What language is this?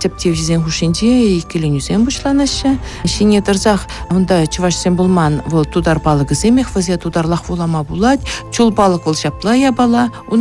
Chuvash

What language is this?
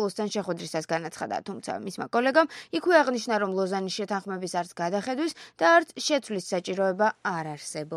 Georgian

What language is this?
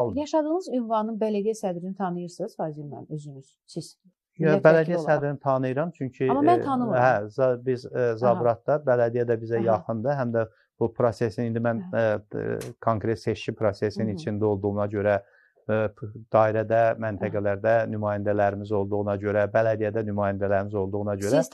Azerbaijani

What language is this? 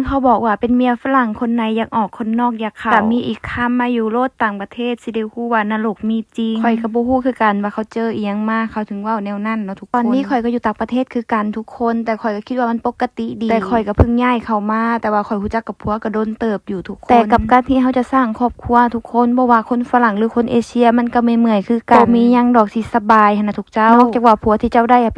Lao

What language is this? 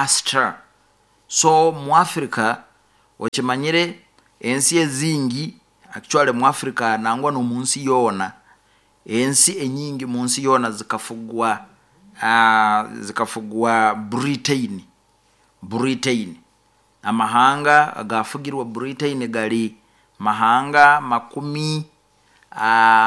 Nyoro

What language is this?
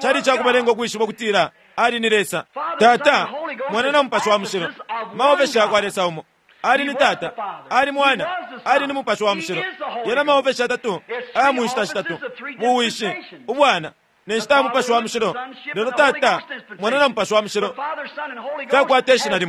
Bemba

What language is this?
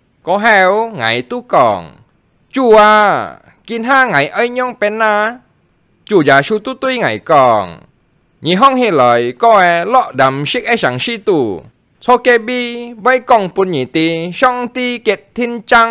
Hakka Chinese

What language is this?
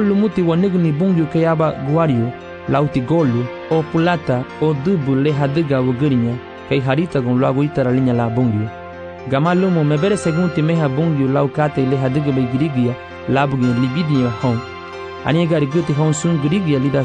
Garifuna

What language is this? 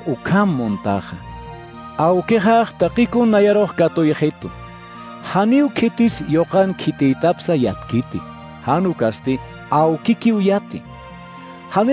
Aymara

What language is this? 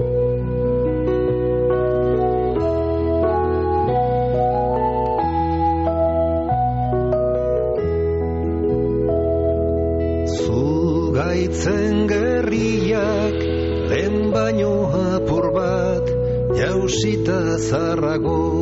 Basque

